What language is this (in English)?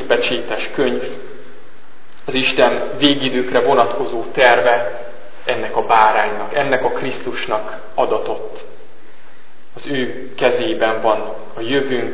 Hungarian